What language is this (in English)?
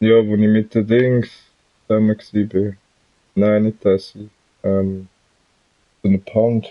Swiss German